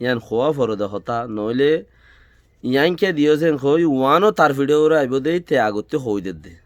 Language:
Rohingya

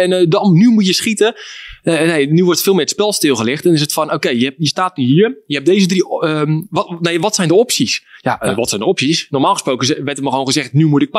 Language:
Dutch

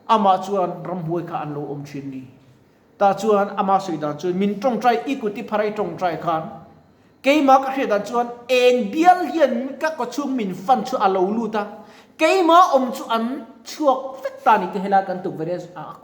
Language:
Mizo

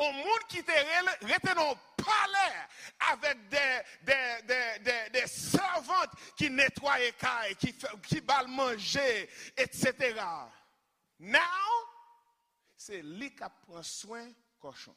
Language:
Haitian Creole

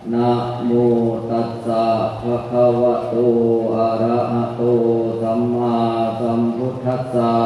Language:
Pali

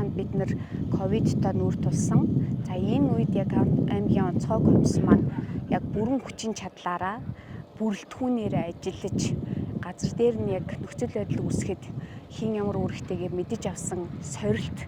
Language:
Mongolian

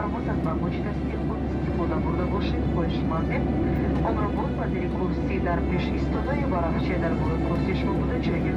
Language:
Tajik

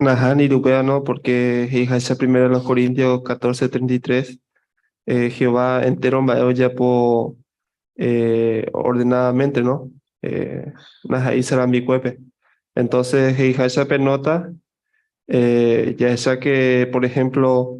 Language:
Guarani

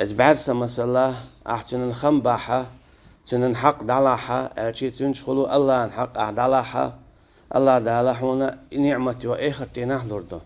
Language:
Chechen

